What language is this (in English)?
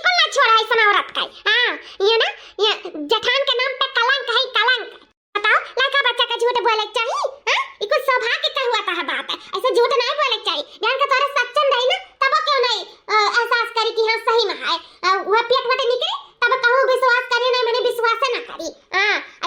Awadhi